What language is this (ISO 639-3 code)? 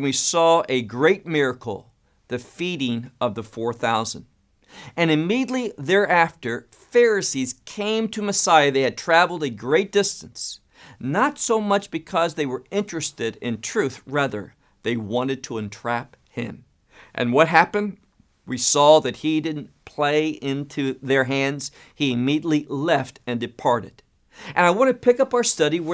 eng